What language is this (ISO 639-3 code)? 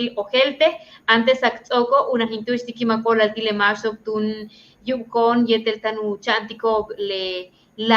yua